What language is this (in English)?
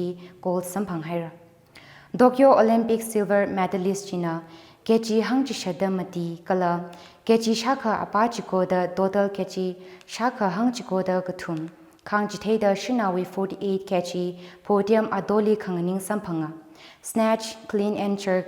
Tangkhul Naga (India)